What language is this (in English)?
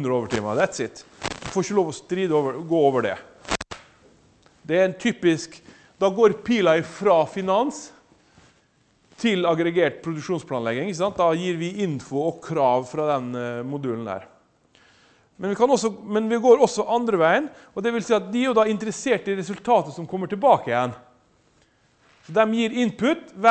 Norwegian